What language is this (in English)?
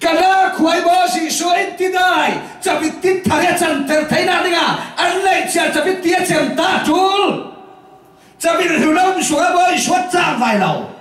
Falam Chin